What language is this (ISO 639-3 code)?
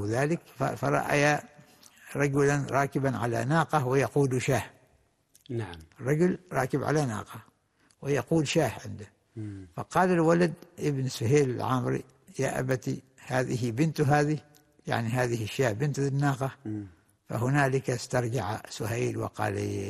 ara